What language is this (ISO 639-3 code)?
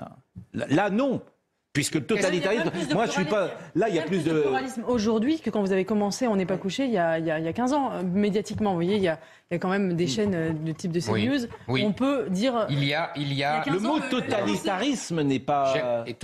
fra